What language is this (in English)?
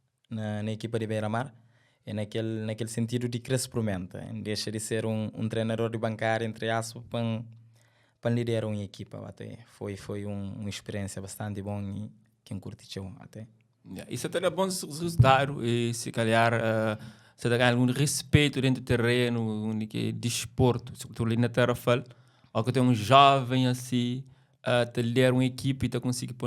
Kabuverdianu